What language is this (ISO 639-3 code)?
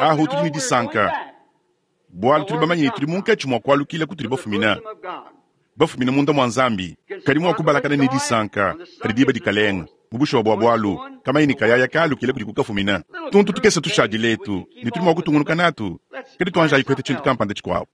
lua